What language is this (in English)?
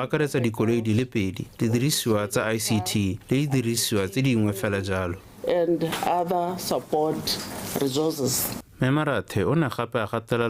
Tswana